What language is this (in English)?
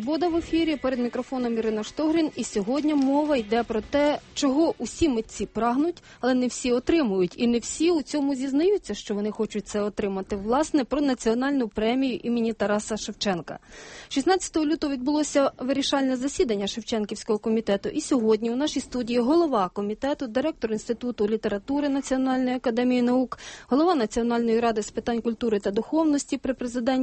Ukrainian